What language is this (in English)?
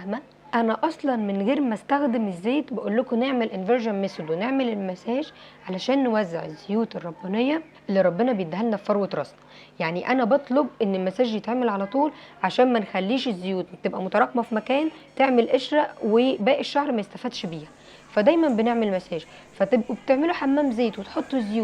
Egyptian Arabic